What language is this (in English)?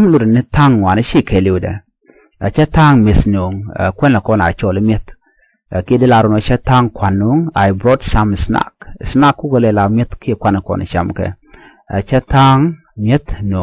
Nuer